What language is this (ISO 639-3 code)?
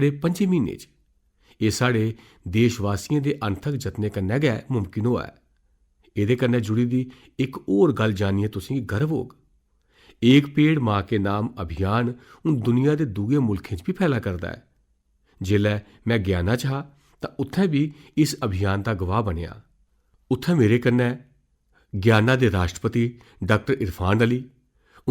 doi